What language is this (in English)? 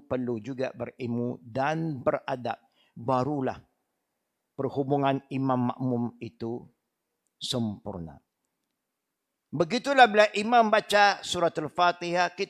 Malay